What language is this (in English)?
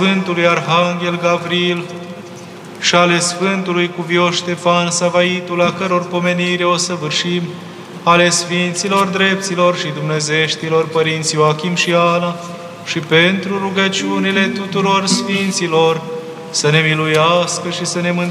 Romanian